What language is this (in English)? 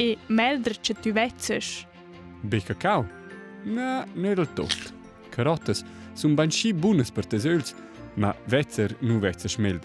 Romansh